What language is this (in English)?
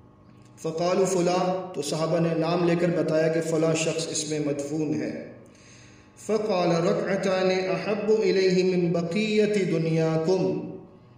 Urdu